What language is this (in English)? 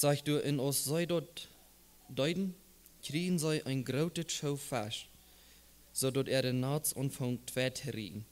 Plautdietsch